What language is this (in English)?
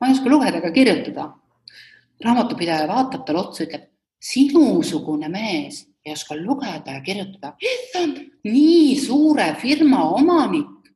Estonian